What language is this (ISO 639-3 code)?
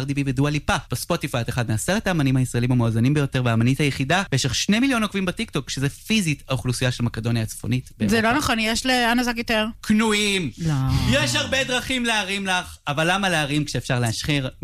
heb